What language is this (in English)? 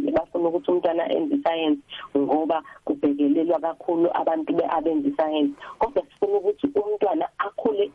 South Ndebele